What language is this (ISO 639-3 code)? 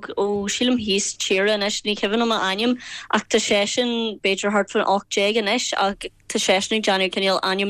gle